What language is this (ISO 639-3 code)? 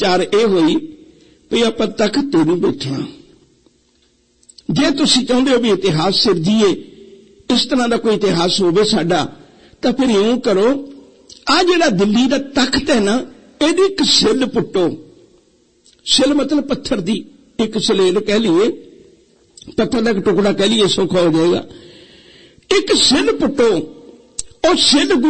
pan